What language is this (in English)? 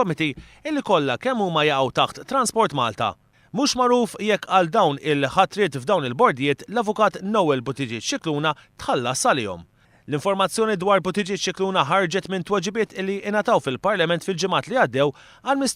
Maltese